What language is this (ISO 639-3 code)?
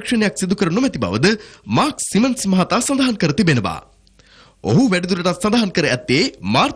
sin